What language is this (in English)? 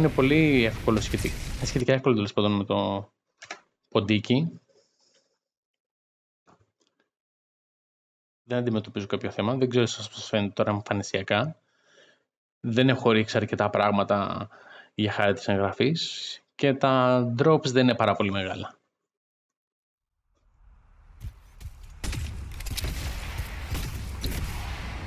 Greek